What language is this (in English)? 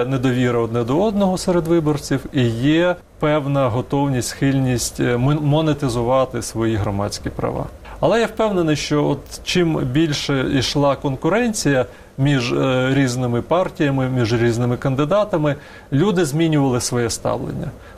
Ukrainian